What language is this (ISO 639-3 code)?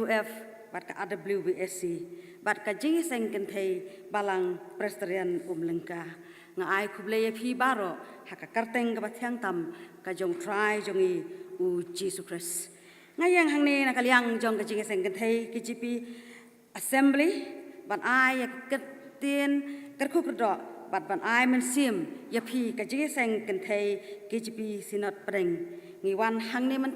kha